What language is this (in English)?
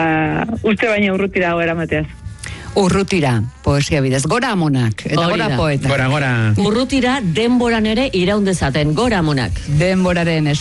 Basque